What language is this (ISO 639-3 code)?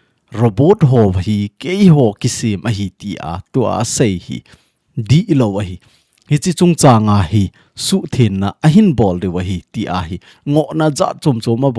tcz